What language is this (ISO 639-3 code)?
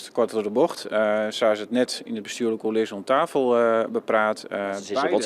fry